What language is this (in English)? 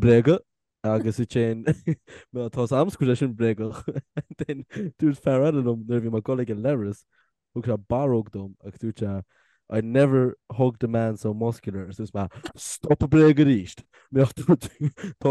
Irish